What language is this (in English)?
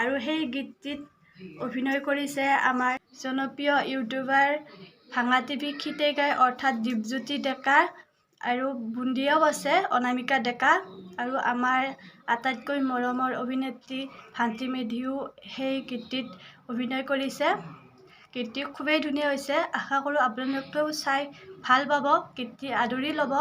Assamese